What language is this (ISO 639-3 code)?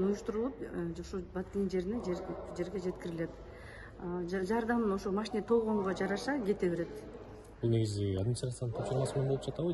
kir